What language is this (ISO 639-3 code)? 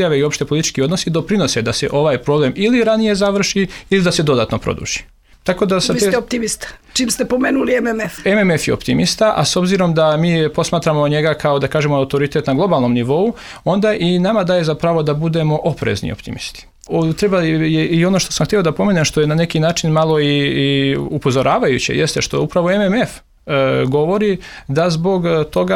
srp